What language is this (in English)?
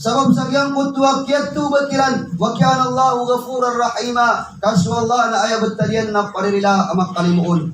Maranao